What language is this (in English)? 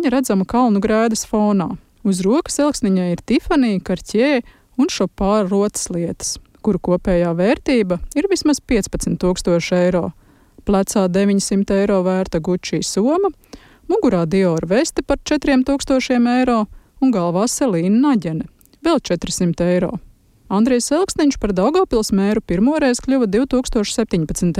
Latvian